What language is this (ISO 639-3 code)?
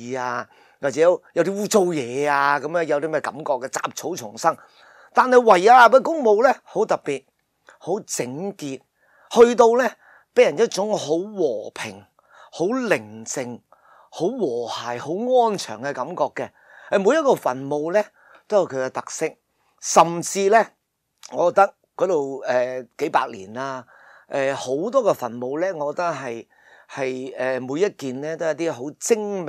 yue